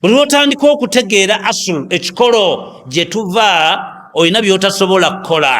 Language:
Ganda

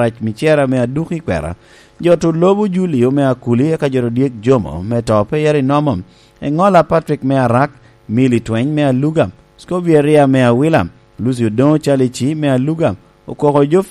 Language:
Lango (Uganda)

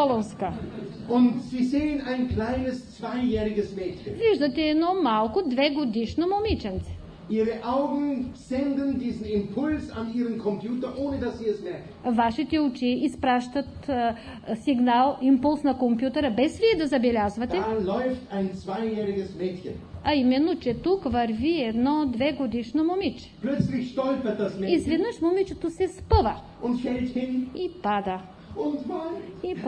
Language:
Bulgarian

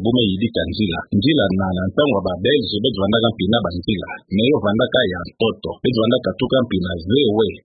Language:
Kituba (Democratic Republic of Congo)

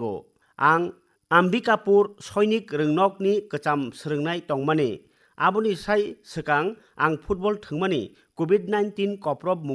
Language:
Kok Borok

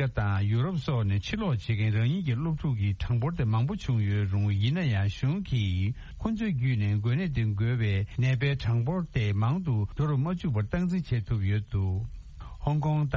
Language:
Tibetan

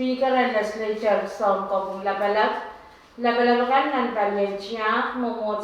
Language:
Pohnpeian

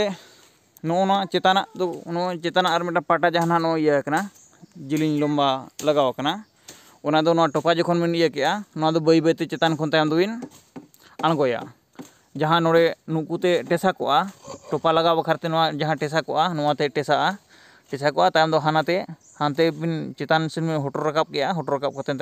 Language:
Santali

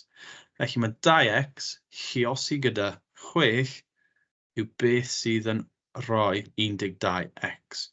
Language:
Welsh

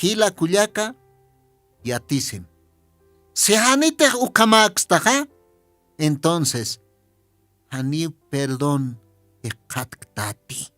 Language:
Aymara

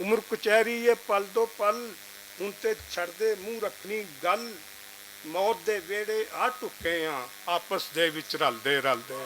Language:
Western Panjabi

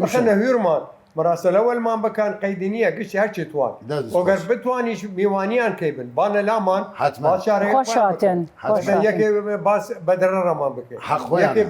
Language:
Southern Kurdish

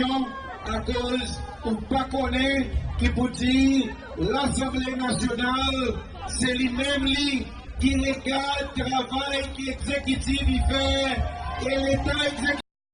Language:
Seselwa Creole French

